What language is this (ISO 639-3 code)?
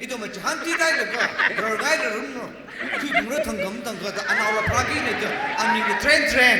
nmf